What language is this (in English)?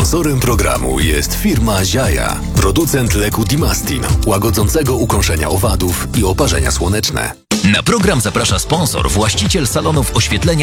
Polish